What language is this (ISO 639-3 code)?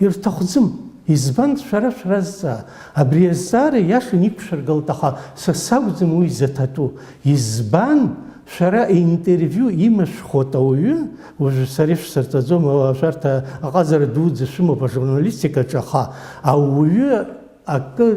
abk